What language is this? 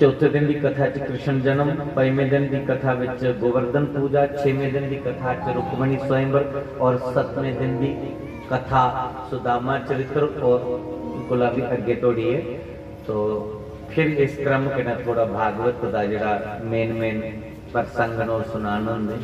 Dogri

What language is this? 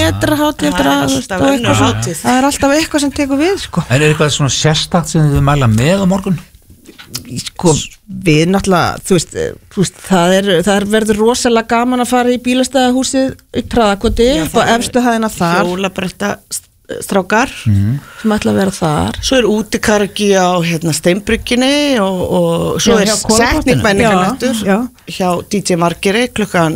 Icelandic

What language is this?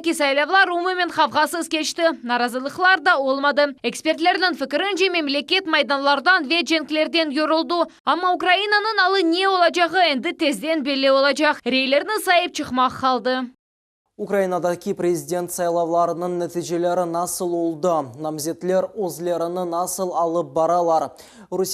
Crimean Tatar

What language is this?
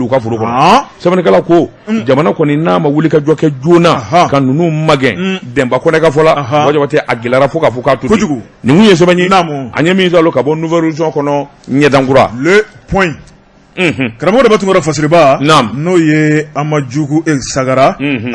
Bambara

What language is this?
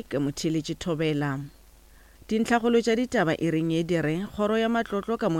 Northern Sotho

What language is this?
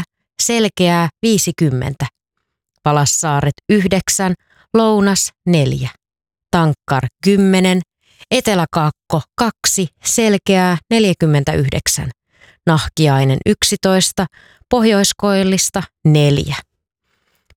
Finnish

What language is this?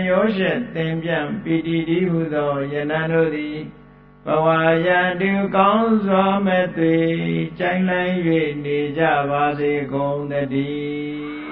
Burmese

